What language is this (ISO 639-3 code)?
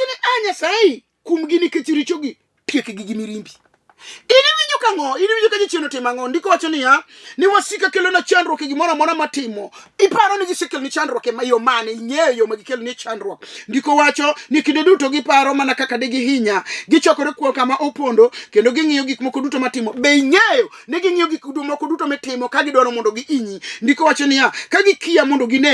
luo